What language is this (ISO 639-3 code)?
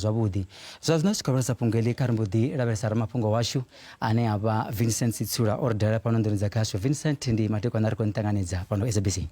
ven